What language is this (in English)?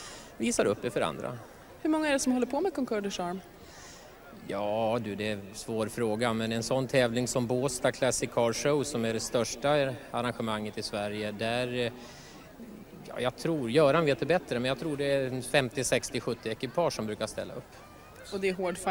Swedish